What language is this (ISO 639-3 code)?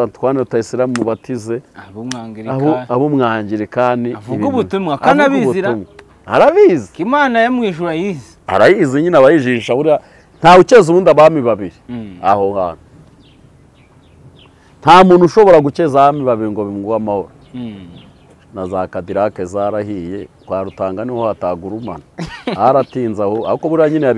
kin